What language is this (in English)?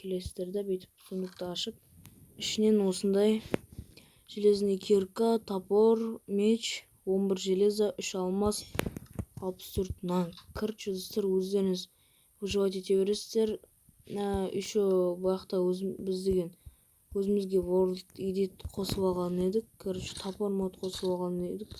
Kazakh